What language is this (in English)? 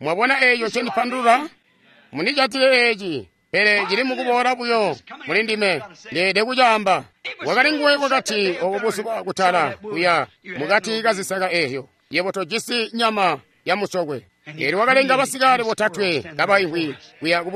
Tonga (Zambia)